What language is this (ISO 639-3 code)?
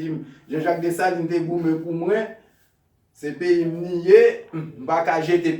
hat